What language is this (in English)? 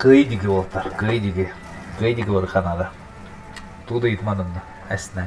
Yakut